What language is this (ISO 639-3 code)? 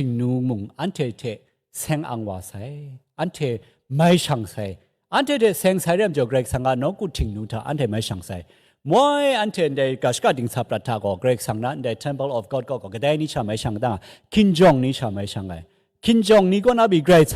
kac